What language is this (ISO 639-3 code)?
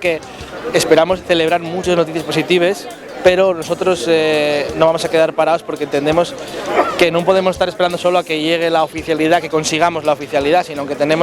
ast